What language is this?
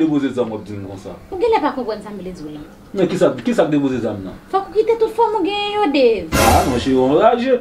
Haitian Creole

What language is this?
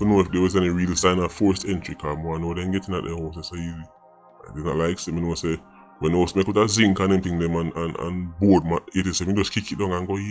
Jamaican Creole English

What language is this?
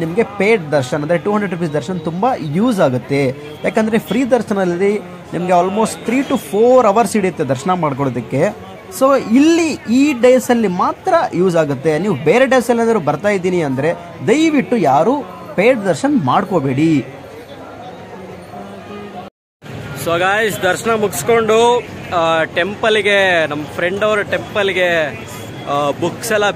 Kannada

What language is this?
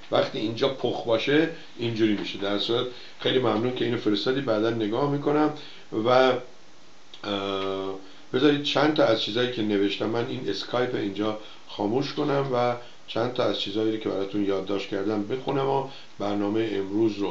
Persian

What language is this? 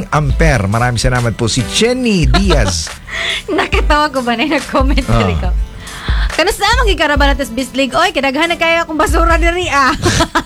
Cebuano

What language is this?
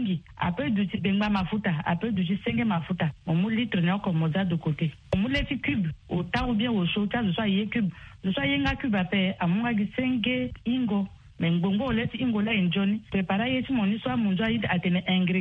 Sango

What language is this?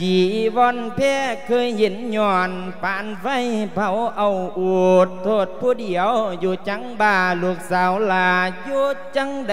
Lao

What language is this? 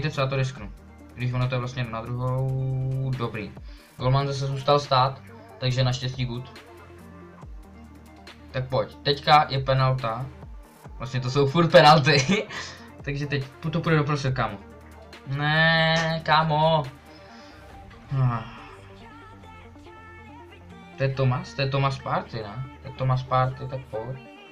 Czech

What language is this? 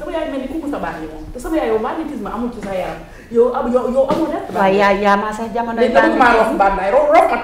Wolof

